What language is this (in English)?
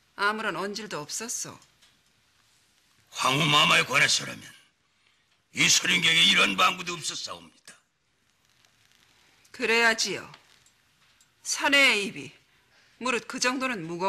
Korean